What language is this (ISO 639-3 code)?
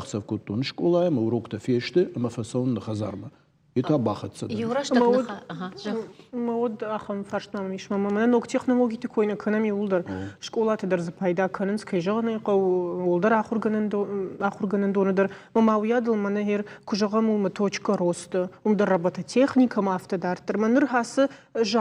oss